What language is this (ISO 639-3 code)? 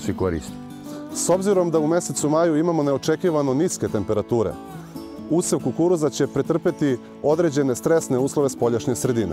srp